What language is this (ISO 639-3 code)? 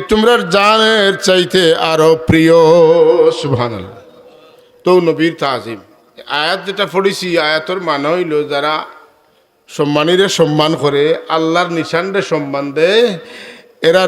syl